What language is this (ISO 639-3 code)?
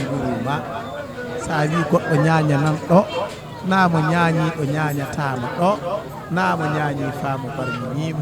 ful